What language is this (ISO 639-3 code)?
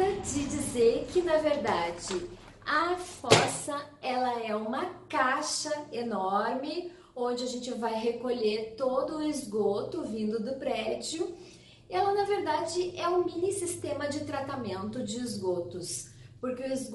por